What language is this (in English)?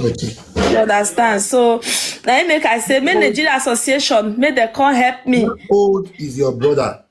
Nigerian Pidgin